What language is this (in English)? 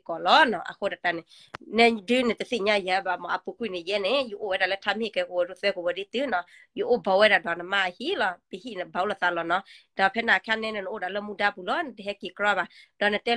S'gaw Karen